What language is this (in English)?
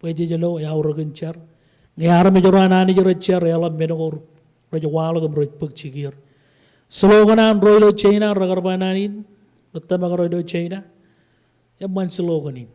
Marshallese